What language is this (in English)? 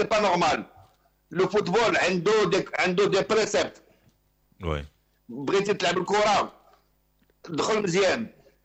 Moroccan Arabic